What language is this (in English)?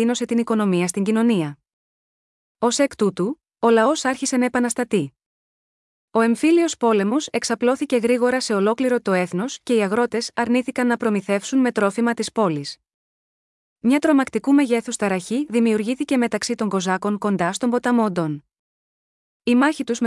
Greek